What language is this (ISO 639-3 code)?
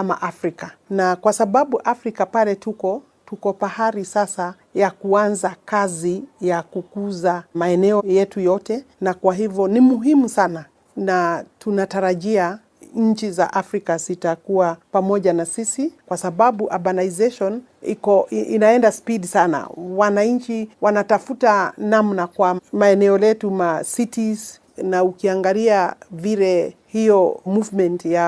swa